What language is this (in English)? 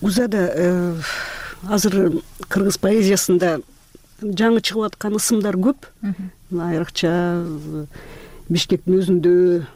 Kyrgyz